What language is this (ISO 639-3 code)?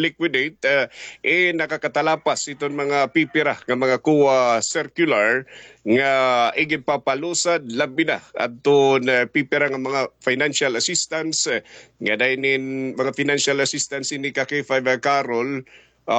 war